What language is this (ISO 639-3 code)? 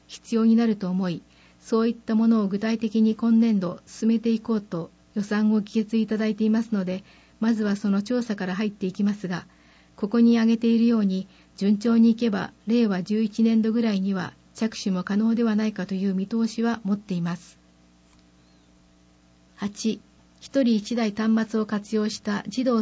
jpn